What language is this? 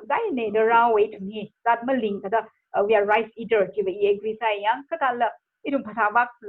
Tangkhul Naga (India)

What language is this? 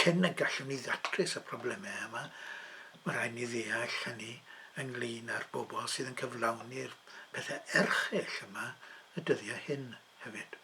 Welsh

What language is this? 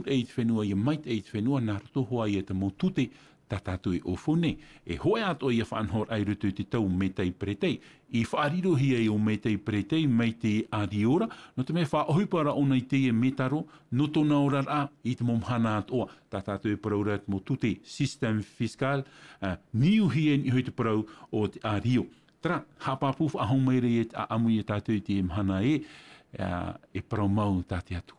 Tahitian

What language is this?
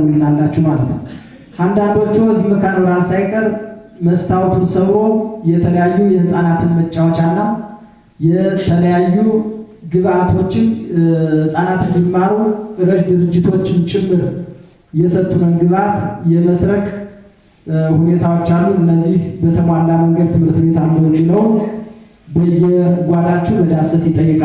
Amharic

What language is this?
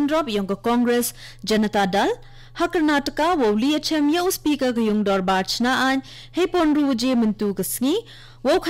Khasi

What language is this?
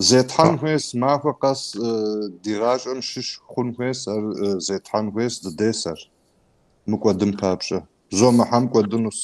Kabardian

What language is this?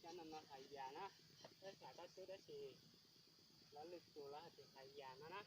Hmong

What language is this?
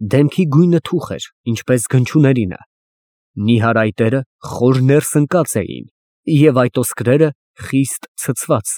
Armenian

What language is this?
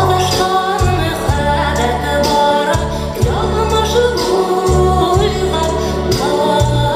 Bashkir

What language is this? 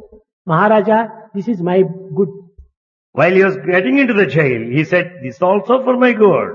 Telugu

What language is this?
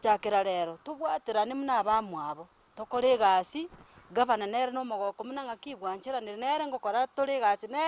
Gusii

